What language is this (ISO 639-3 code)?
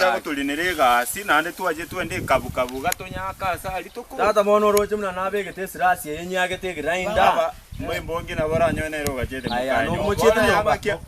guz